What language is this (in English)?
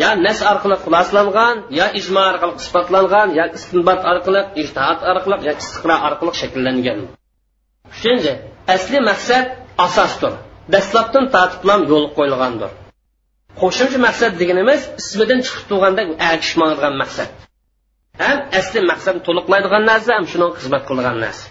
Uyghur